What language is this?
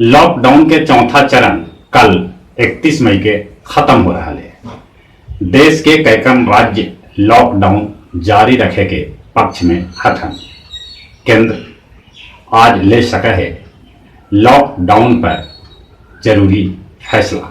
Magahi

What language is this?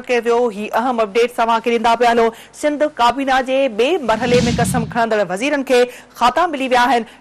Sindhi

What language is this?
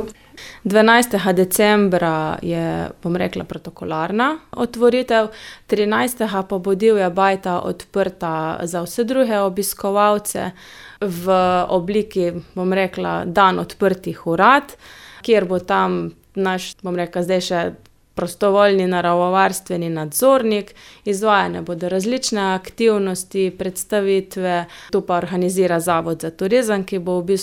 Slovenian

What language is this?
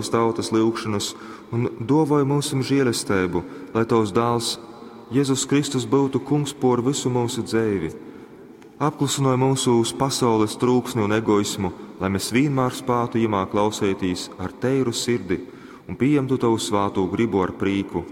Latgalian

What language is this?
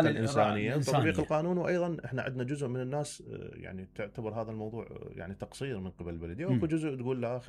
Mesopotamian Arabic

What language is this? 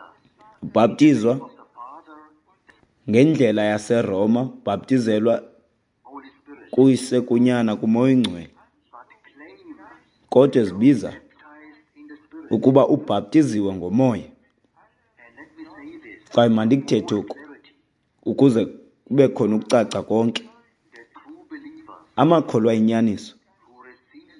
Xhosa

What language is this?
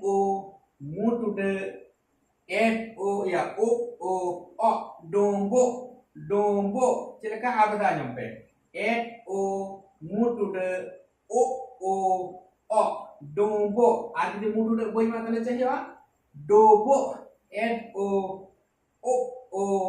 Santali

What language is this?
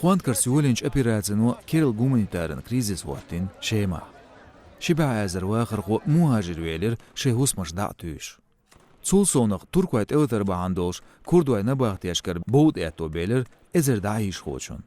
Chechen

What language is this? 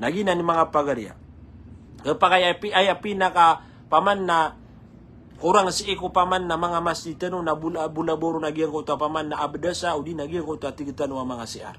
Maranao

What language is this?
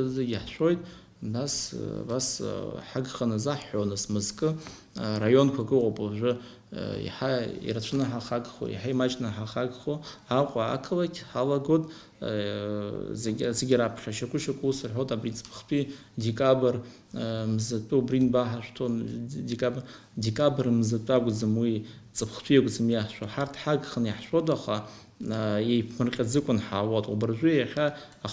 Abkhazian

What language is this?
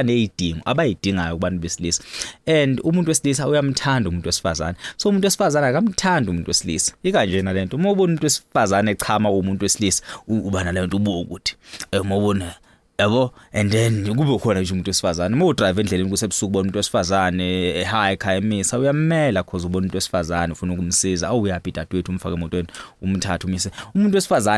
Zulu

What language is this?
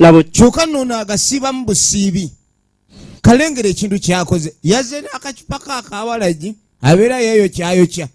Ganda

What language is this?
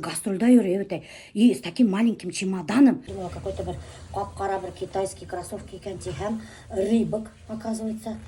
Bashkir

